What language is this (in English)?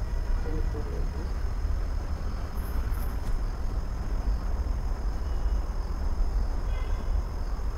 Kannada